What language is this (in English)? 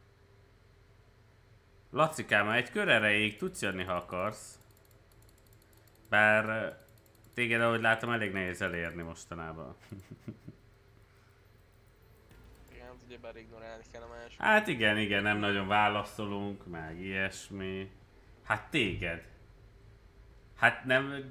Hungarian